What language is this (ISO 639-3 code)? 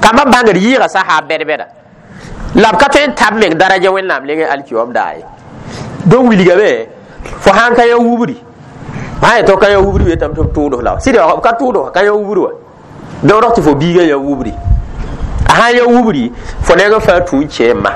mos